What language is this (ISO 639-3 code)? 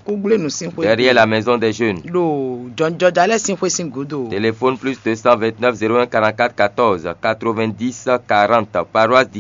fon